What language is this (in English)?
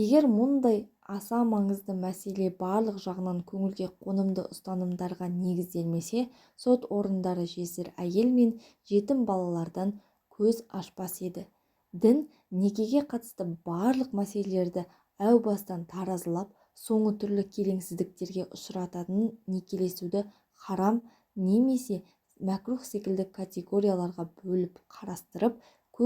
Kazakh